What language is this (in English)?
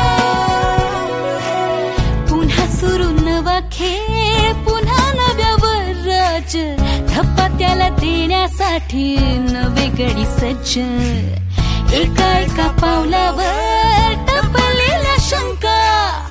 Marathi